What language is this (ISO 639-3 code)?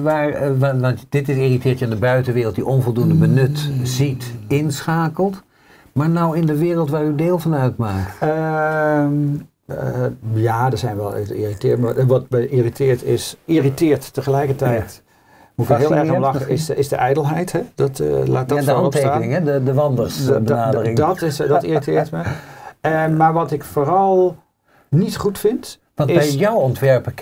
nld